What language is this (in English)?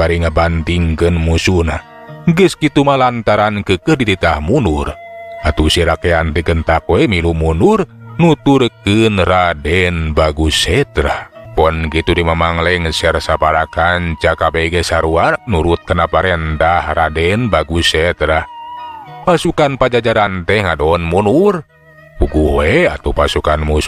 Sundanese